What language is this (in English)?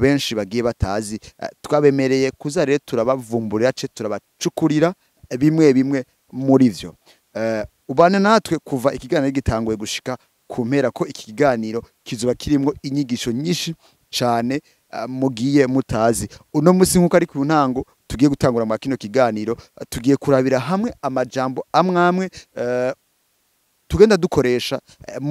Rundi